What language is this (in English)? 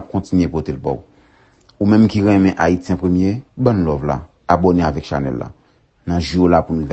Haitian Creole